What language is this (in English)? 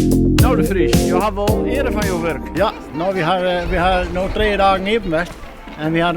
Western Frisian